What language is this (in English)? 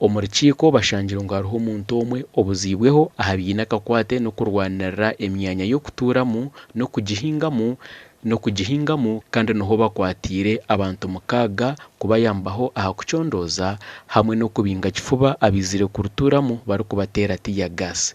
Nyankole